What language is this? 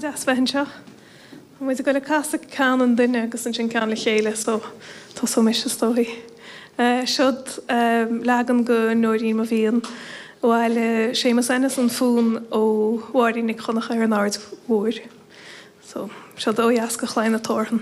Irish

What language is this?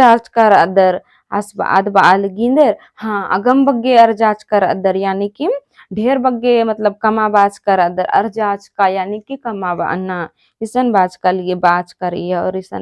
Kurukh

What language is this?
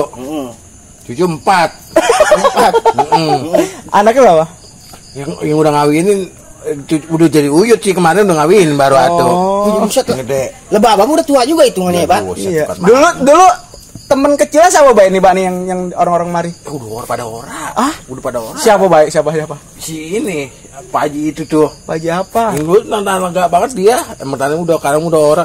Betawi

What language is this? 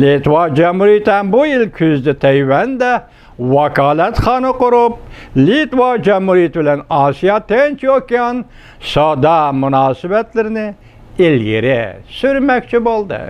Uyghur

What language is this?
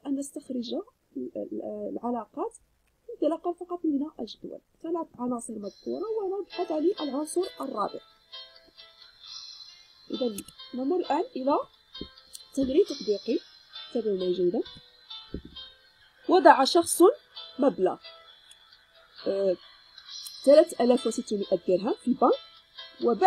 Arabic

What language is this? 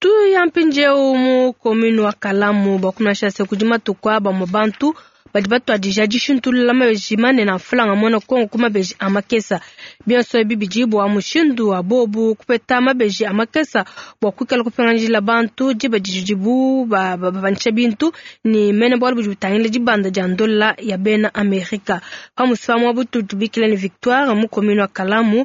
Luba-Lulua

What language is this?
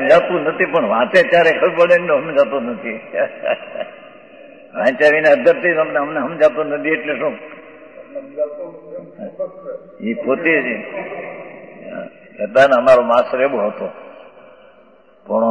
Gujarati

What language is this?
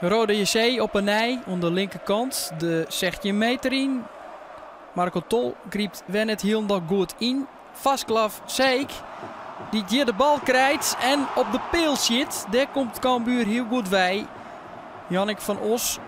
Western Frisian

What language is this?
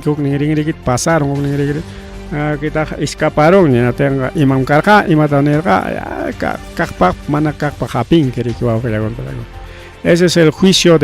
Ayacucho Quechua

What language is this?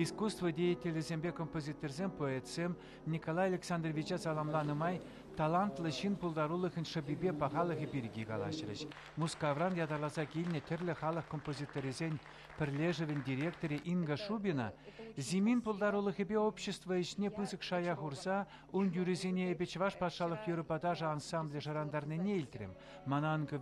Chuvash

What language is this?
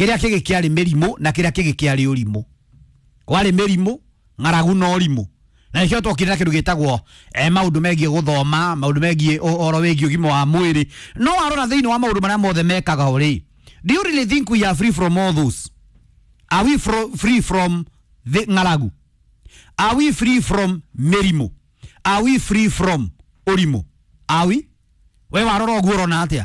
Kikuyu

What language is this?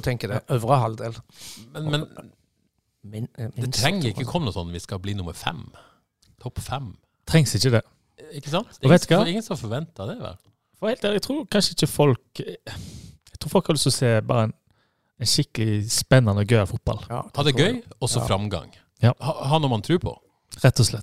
Norwegian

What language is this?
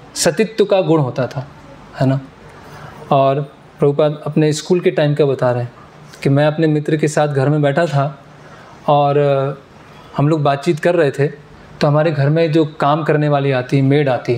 Hindi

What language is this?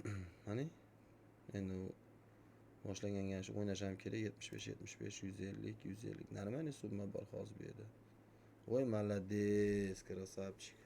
Uzbek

